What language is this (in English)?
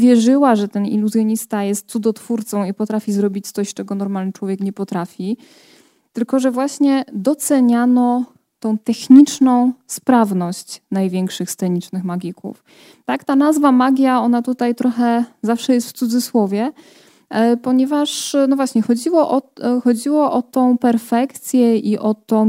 Polish